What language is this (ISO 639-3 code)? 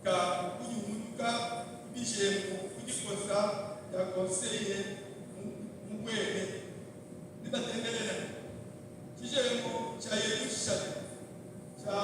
lua